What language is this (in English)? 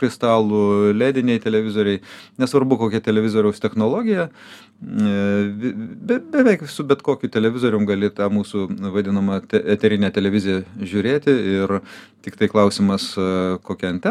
Lithuanian